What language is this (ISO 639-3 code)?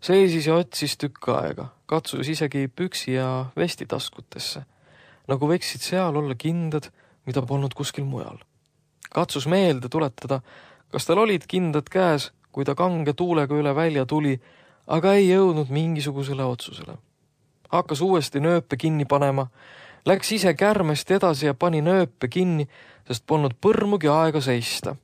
est